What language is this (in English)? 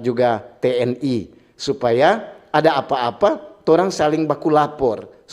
Manado Malay